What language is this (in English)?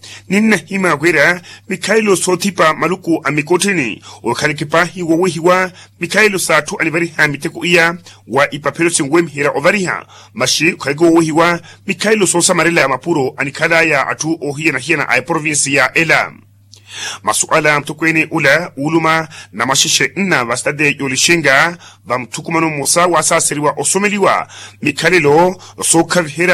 Makhuwa